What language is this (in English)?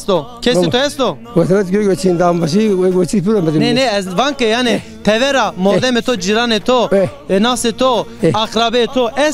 Zaza